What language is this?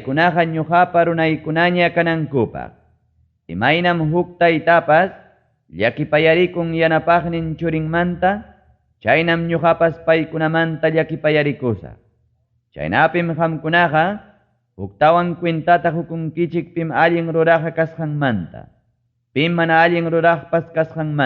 Ayacucho Quechua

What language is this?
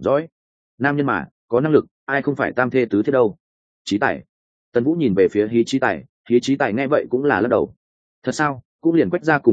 Vietnamese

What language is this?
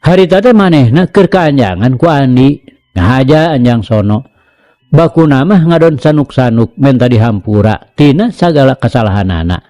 Sundanese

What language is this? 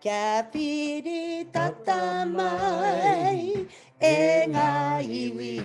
Māori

